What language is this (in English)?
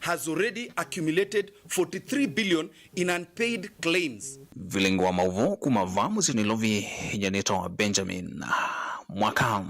Kamba